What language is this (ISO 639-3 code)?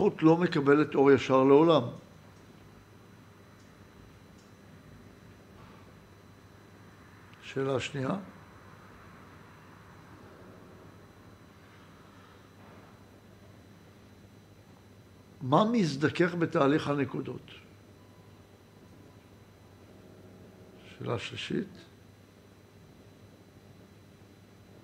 heb